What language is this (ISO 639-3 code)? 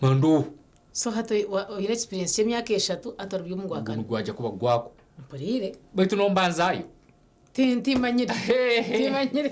nyn